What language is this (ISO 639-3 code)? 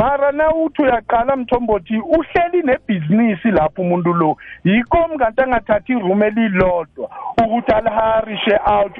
nbl